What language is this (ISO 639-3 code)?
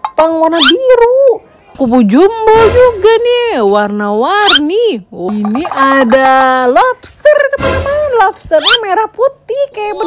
ind